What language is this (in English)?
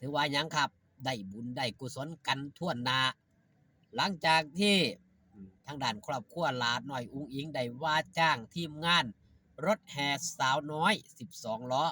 Northeastern Thai